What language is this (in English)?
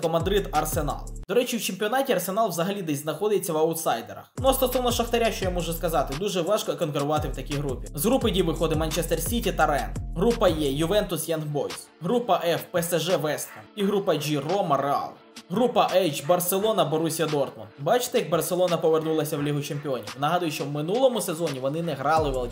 Ukrainian